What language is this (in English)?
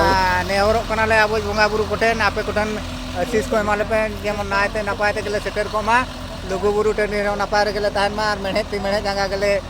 Santali